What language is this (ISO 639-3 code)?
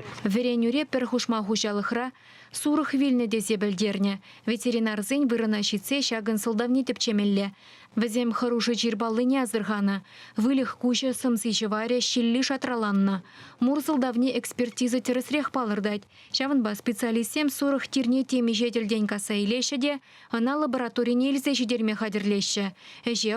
chv